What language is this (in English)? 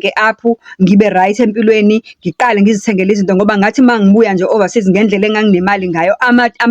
Zulu